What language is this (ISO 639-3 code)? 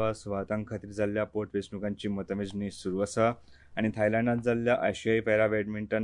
kok